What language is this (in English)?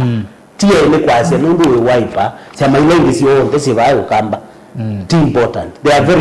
Kamba